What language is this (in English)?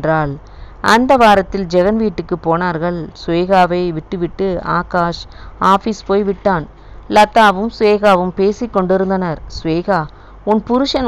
Tamil